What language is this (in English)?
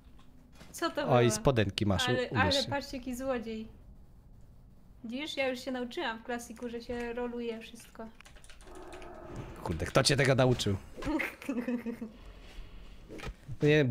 Polish